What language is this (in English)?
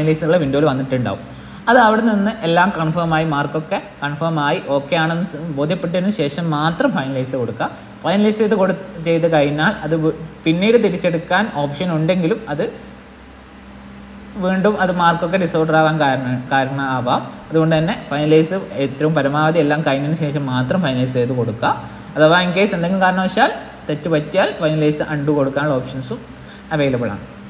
Malayalam